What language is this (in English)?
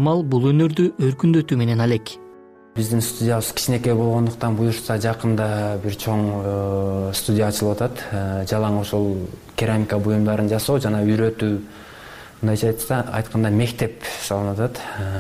Kyrgyz